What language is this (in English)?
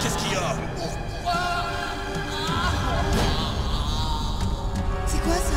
French